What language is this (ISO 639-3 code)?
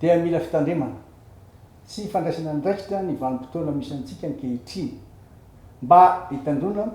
mlg